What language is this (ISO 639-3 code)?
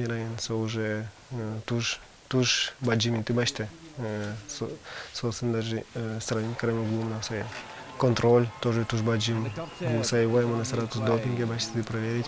udm